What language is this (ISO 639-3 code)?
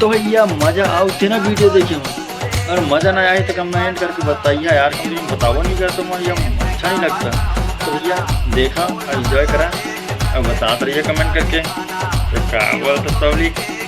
hne